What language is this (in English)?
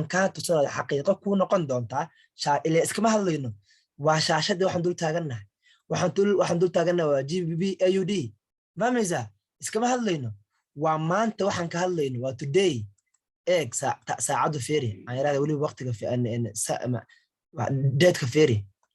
Somali